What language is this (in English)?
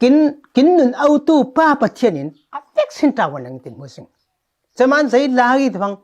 Falam Chin